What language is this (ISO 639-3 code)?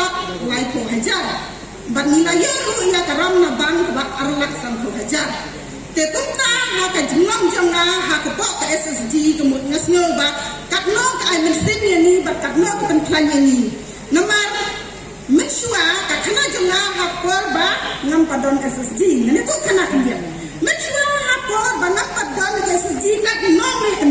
kha